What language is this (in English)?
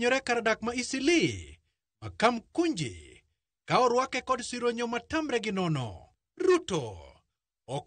Luo (Kenya and Tanzania)